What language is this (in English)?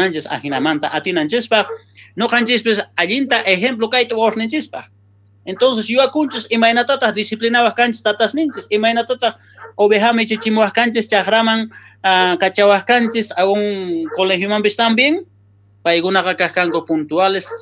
South Bolivian Quechua